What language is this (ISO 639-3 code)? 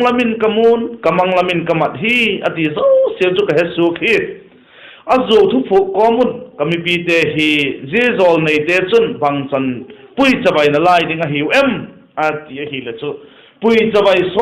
vap